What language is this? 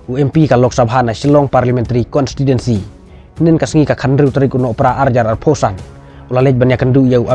Khasi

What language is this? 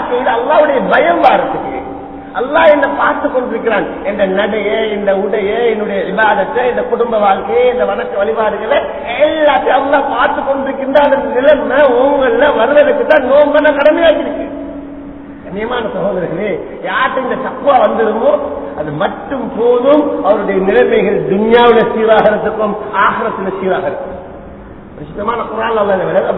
Tamil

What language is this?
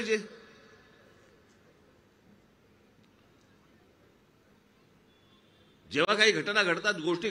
Marathi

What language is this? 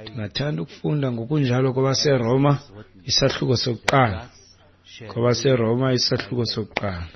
Xhosa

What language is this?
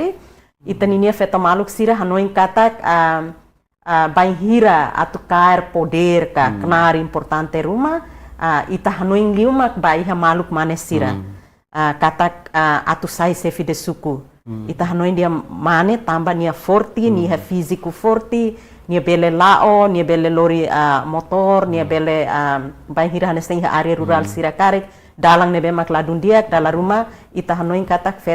Tetum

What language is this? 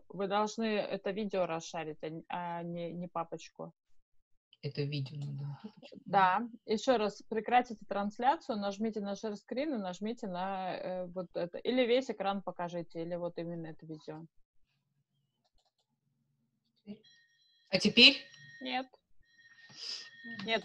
Russian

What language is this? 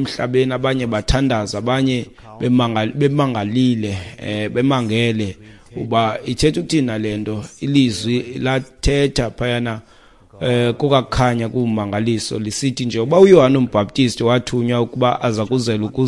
Xhosa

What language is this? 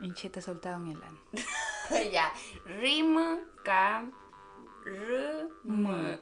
Mapuche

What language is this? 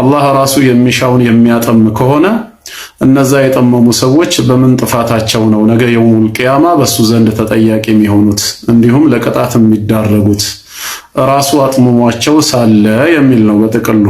Amharic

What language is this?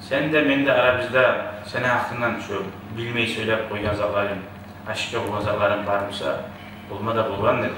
Kumyk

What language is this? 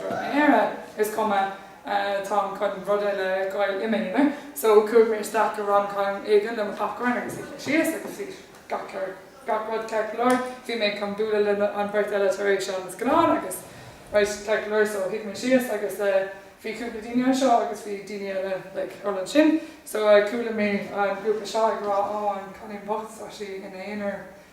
Irish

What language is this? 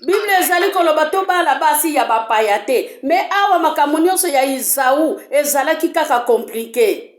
Lingala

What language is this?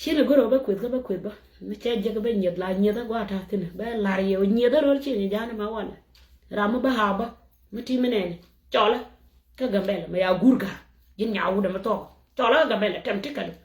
Nuer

